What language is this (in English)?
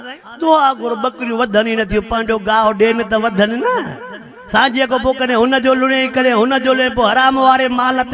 Sindhi